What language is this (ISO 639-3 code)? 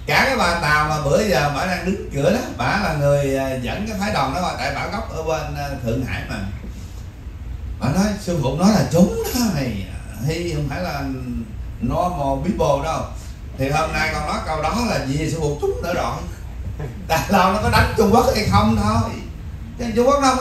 vie